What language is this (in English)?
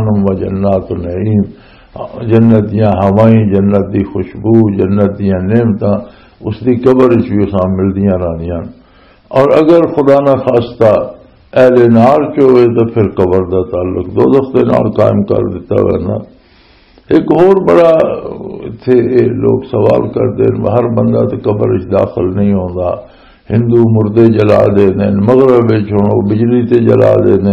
Western Panjabi